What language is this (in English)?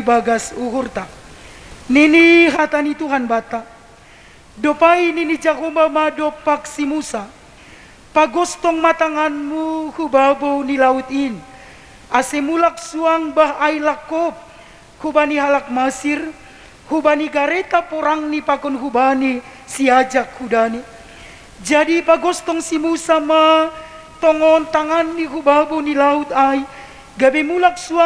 Batak Simalungun